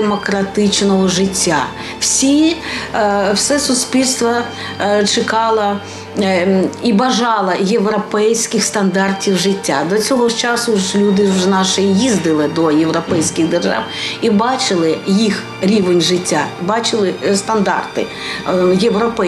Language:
Ukrainian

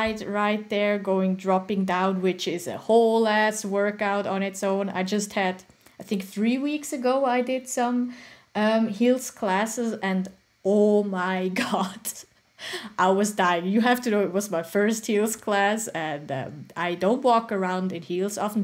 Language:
English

